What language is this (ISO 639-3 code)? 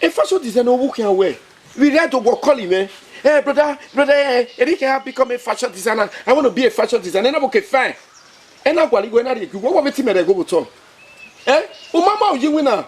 bin